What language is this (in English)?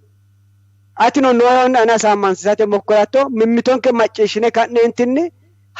Sidamo